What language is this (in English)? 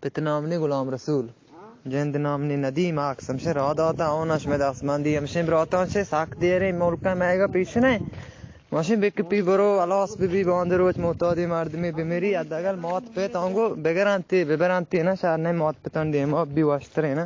Eastern Balochi